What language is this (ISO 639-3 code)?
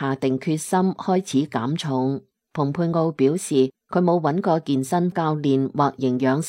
yue